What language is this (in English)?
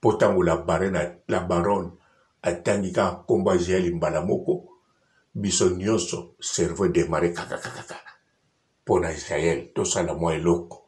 Lingala